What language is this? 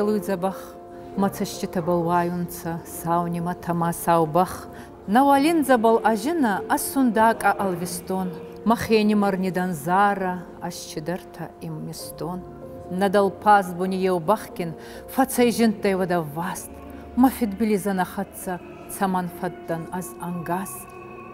Ossetic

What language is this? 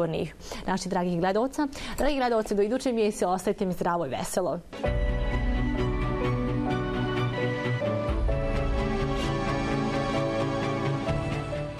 Bosnian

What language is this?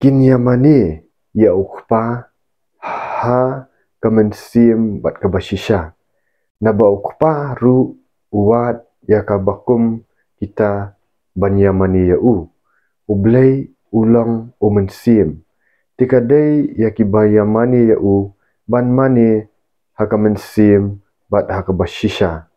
Khasi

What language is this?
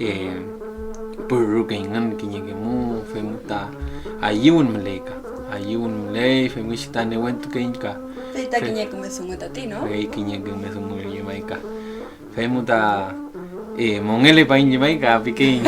Mapuche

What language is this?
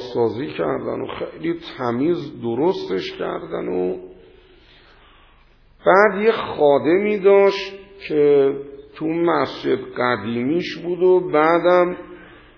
Persian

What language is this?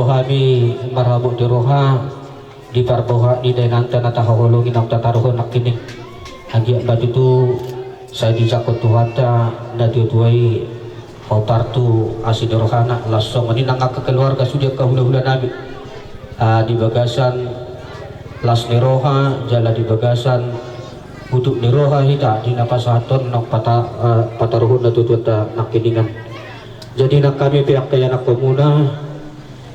Batak Toba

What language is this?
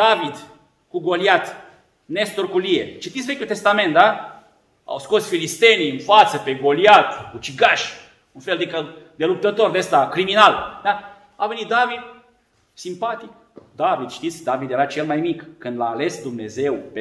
Romanian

